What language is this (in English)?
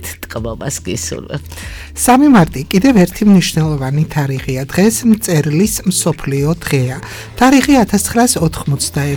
Georgian